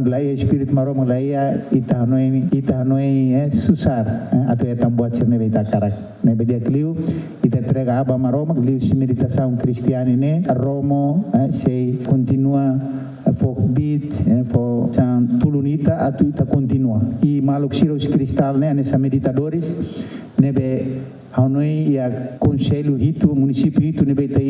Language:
Tetum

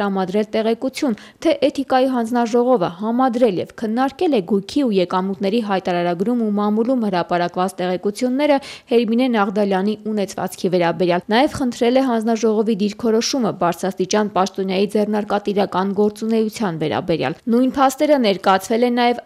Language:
Armenian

